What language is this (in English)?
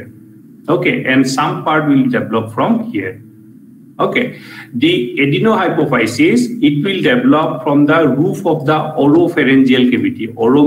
English